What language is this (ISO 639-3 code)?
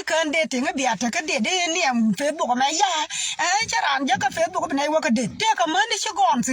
nus